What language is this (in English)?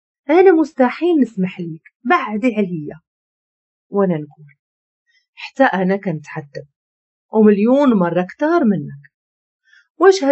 Moroccan Arabic